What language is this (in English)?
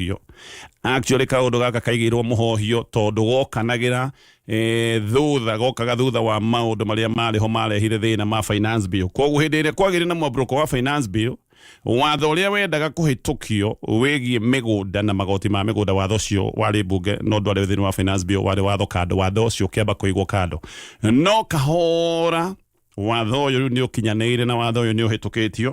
Kikuyu